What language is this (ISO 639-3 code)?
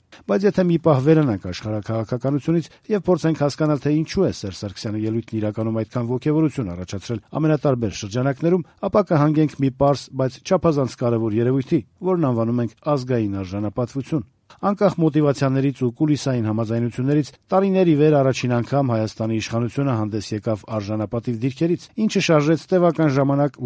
hye